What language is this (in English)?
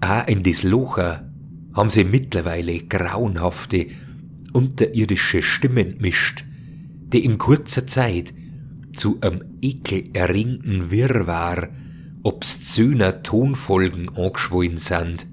Bavarian